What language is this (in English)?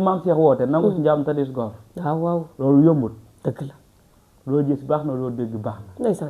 Wolof